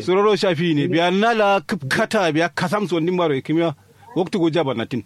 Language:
Kanuri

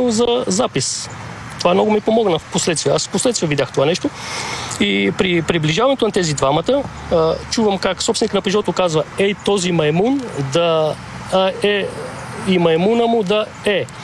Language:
Bulgarian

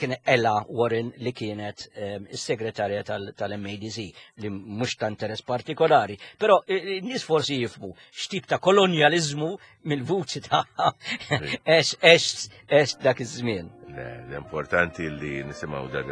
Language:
Maltese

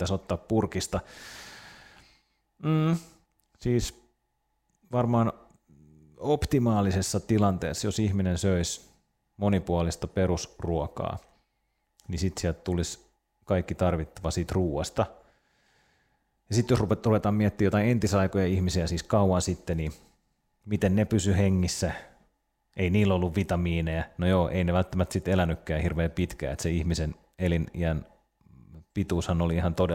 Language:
Finnish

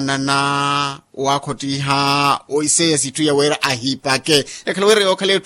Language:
Makhuwa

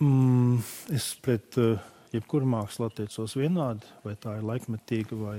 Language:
Latvian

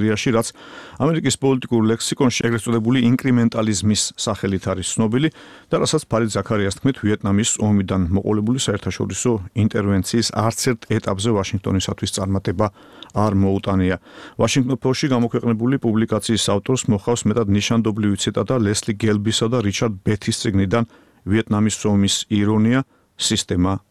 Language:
Georgian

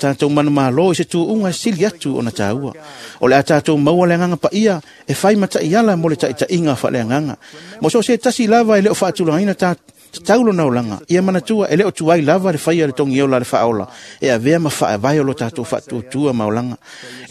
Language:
Samoan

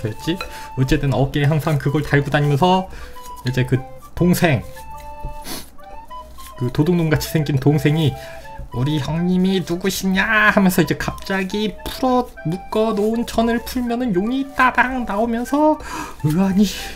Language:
Korean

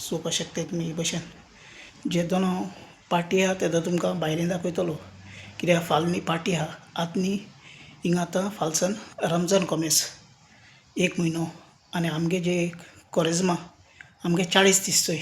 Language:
Konkani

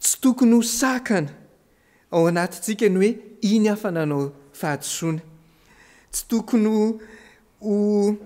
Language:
Malagasy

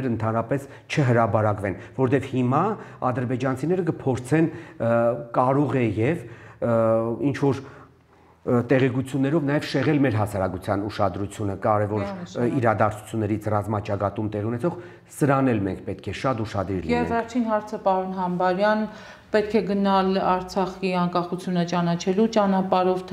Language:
Armenian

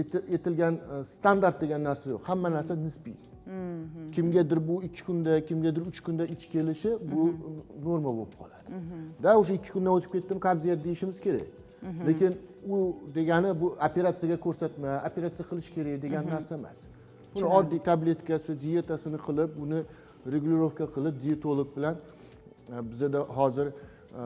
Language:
Uzbek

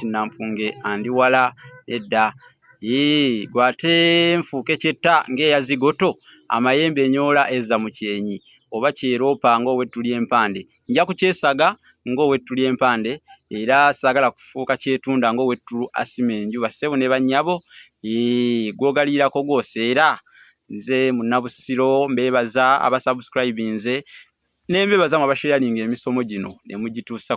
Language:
Ganda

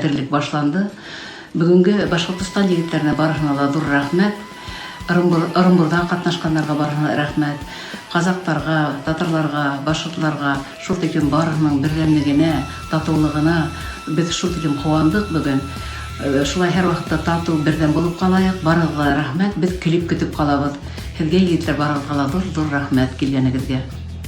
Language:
Bashkir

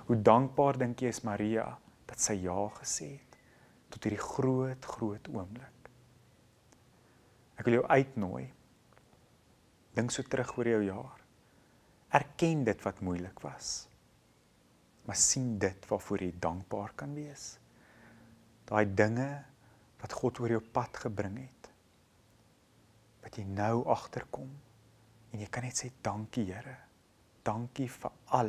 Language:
Afrikaans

